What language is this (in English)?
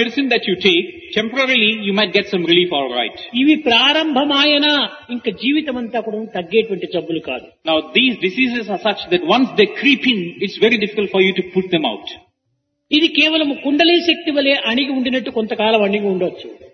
Telugu